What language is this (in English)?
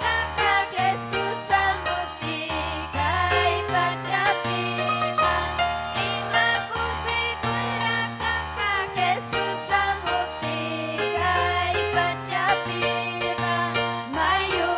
Ayacucho Quechua